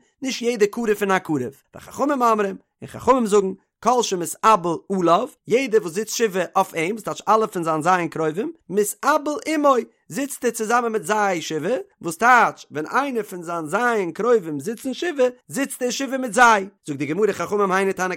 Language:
Yiddish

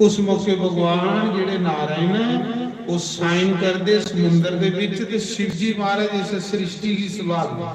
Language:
Dogri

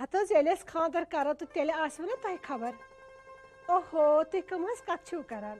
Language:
Kashmiri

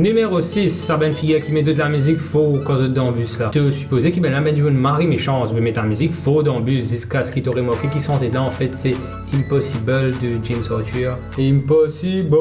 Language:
Morisyen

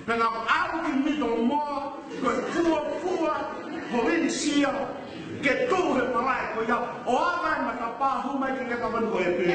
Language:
Tongan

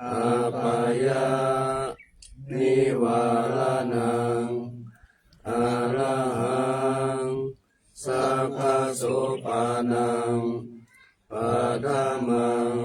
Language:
Pali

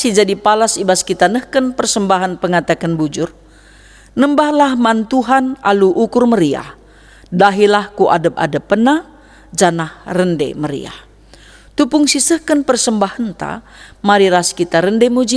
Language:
Batak Karo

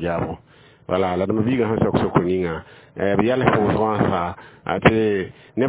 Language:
Mossi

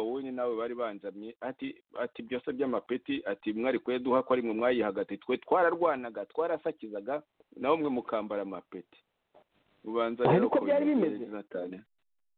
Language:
Kinyarwanda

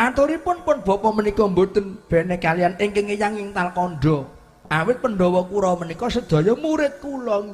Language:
Javanese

